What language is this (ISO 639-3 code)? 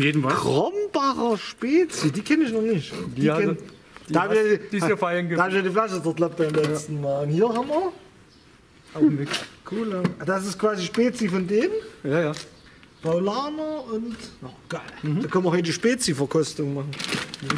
deu